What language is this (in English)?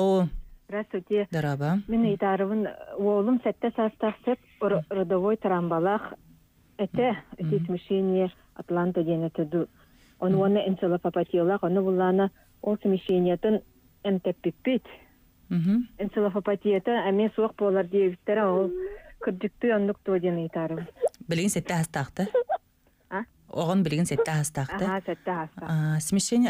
Yakut